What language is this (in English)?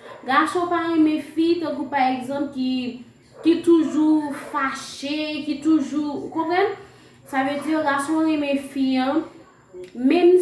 Haitian Creole